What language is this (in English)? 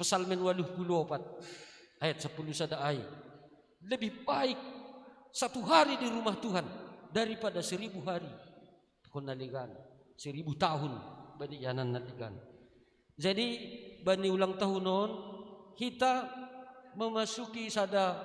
Batak Simalungun